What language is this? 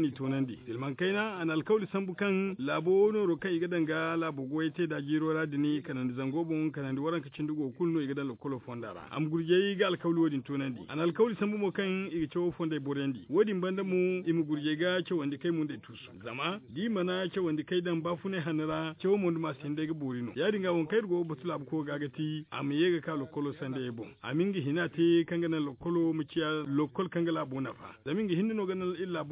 Zarma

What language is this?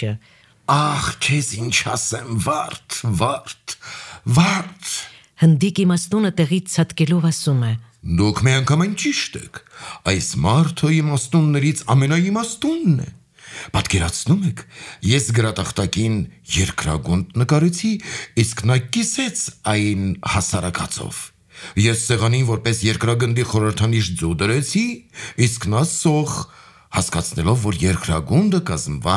Armenian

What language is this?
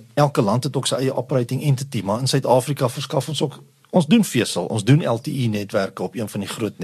Afrikaans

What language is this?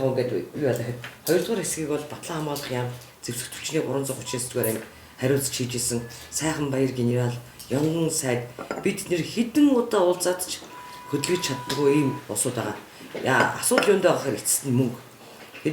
Mongolian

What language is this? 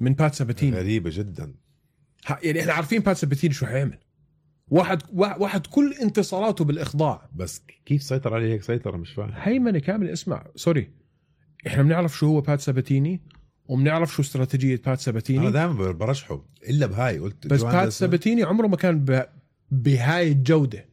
North Levantine Arabic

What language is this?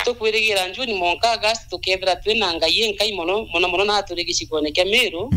Meru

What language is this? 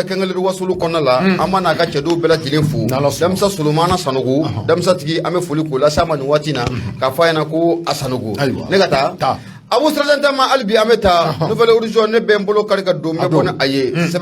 Bambara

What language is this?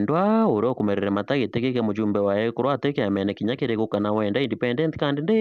Meru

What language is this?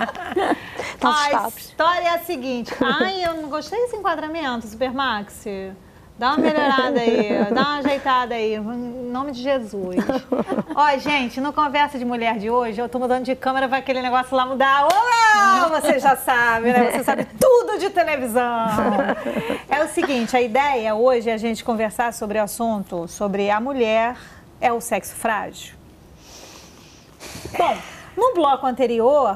Portuguese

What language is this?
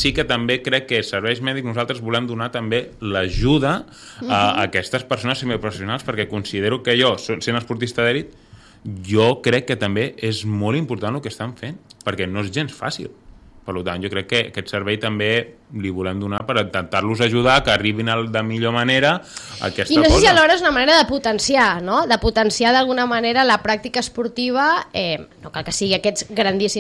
Catalan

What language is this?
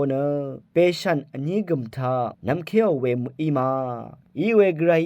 Rawang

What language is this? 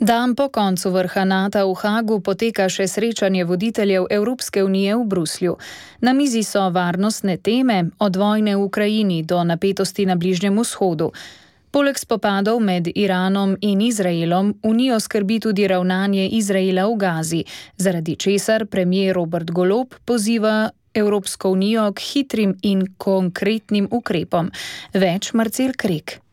Slovenian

